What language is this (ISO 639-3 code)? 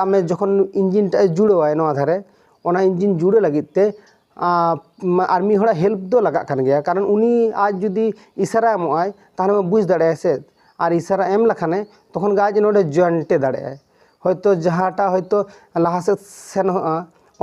sat